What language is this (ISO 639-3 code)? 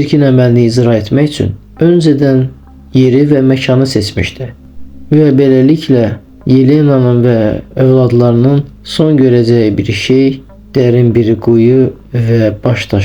aze